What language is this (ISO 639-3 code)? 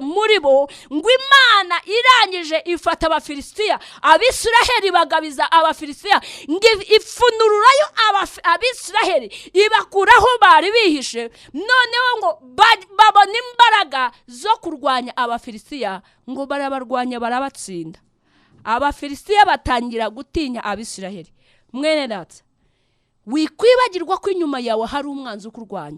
kin